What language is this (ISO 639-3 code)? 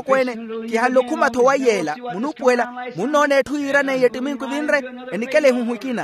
vmw